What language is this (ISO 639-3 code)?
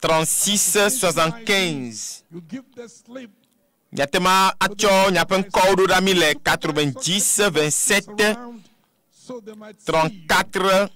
ewe